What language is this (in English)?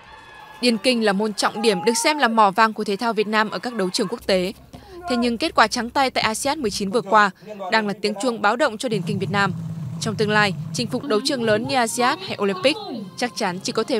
Vietnamese